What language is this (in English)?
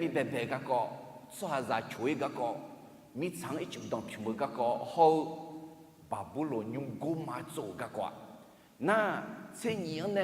Akha